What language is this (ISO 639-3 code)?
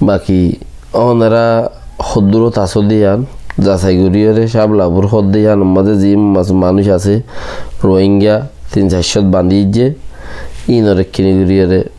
rhg